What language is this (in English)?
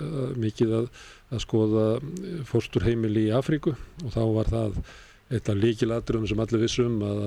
Icelandic